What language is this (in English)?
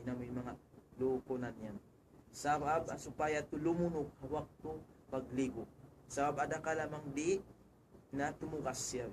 Tausug